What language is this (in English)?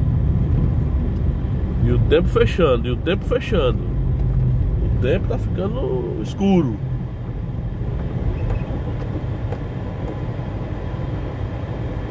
Portuguese